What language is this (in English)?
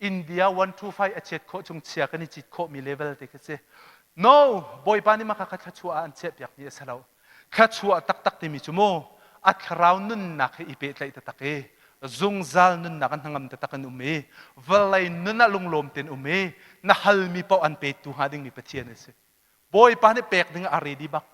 Hakha Chin